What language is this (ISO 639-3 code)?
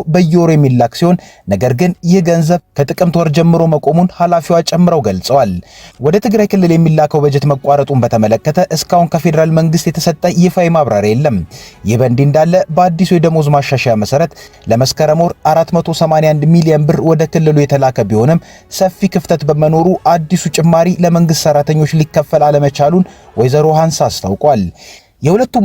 amh